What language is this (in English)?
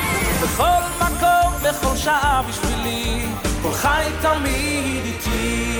Hebrew